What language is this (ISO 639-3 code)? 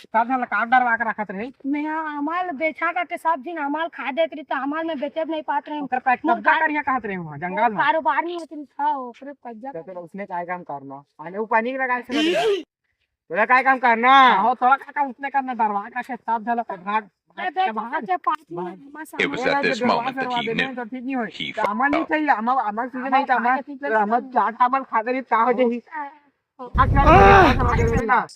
hne